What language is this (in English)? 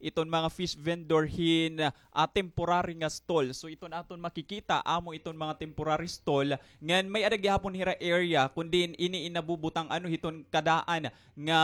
Waray